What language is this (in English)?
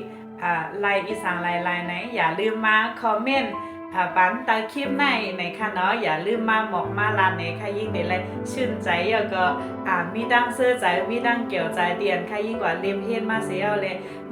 Shan